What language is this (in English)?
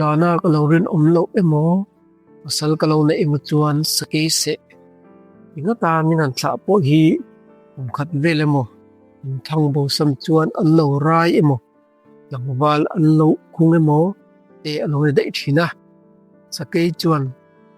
Mizo